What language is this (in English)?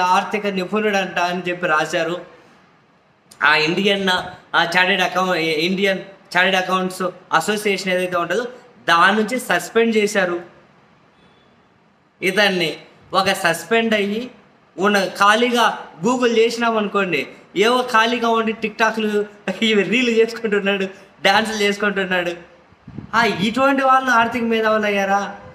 Telugu